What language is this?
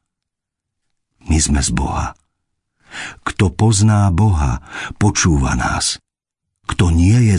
Slovak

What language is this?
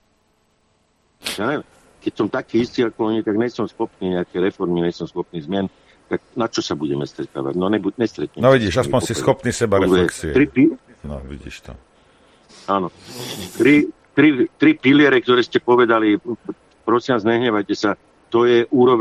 Slovak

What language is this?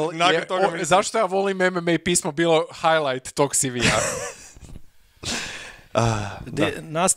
Croatian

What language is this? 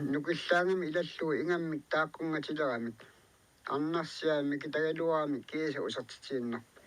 Kalaallisut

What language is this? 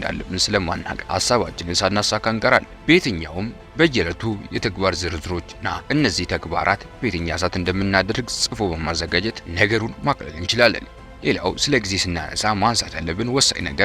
Amharic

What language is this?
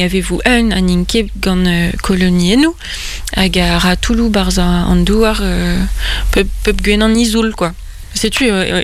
Breton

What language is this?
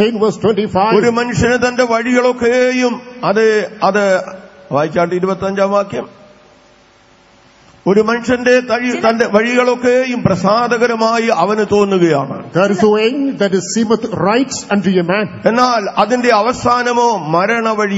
Malayalam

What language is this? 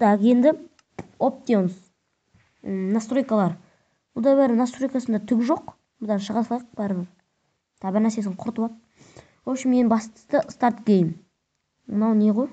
Kazakh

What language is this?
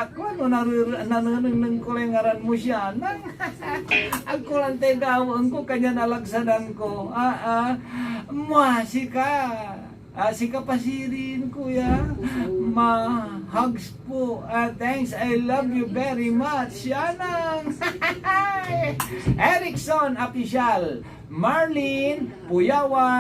Pangasinan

